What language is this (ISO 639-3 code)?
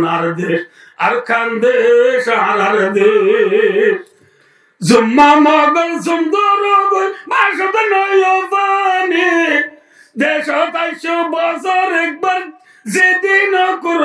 rhg